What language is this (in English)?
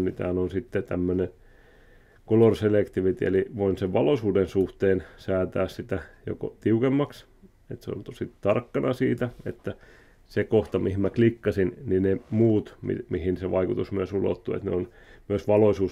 Finnish